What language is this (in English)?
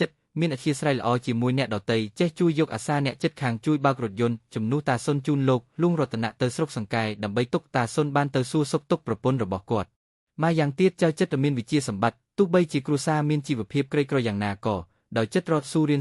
Khmer